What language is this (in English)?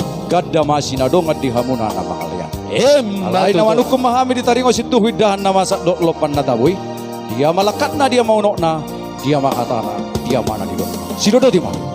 Batak Toba